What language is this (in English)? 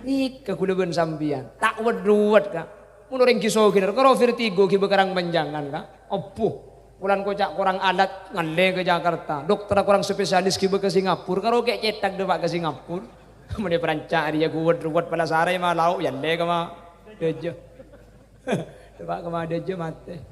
Madurese